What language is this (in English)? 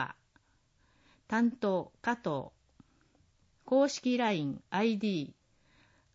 Japanese